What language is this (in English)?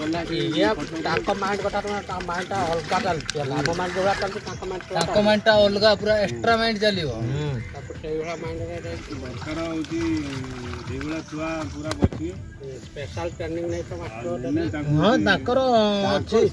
Santali